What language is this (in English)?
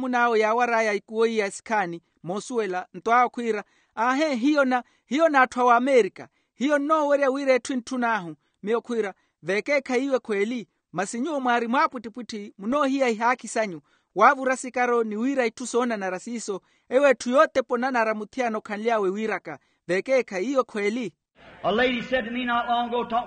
Makhuwa